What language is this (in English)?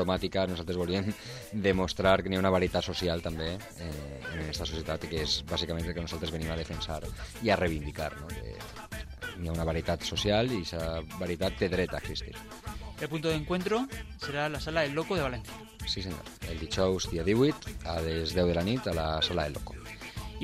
Catalan